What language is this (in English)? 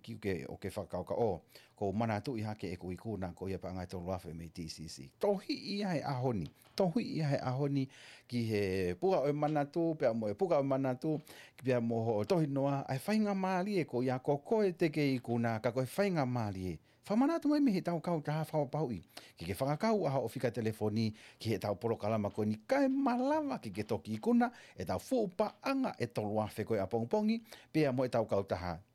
Tongan